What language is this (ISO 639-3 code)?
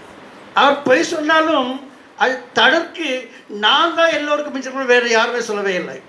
tam